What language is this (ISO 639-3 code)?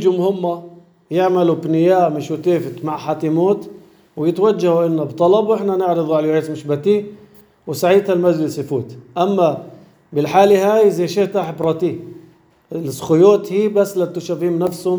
apc